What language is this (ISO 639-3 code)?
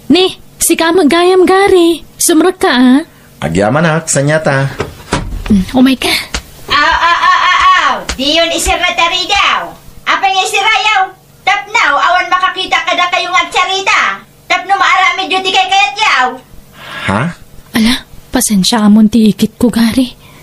ilo